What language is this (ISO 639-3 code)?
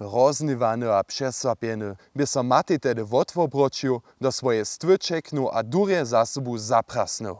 hsb